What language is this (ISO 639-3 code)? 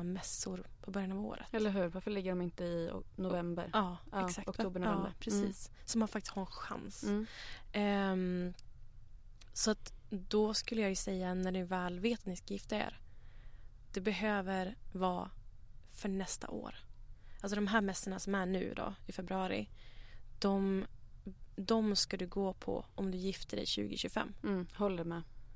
swe